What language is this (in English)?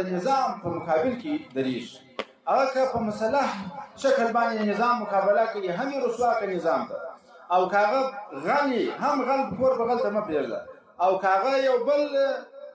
Pashto